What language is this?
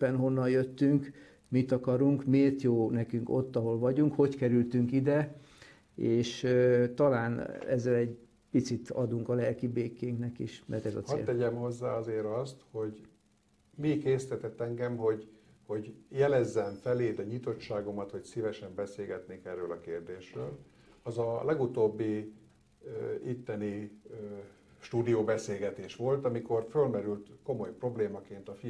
Hungarian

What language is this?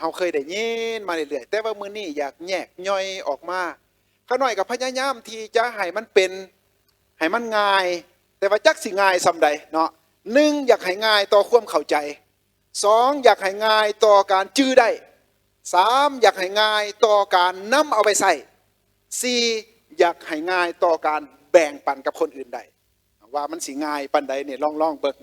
Lao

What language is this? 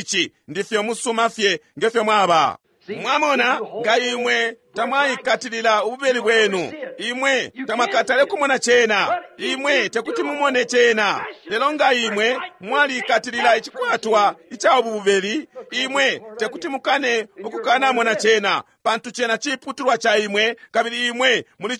Bemba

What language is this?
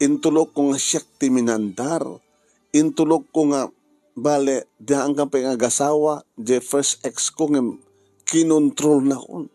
Iloko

